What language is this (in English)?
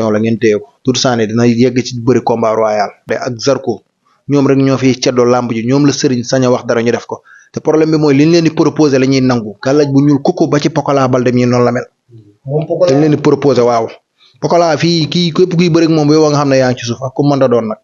Wolof